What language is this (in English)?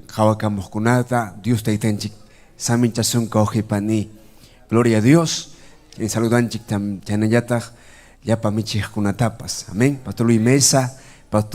Ayacucho Quechua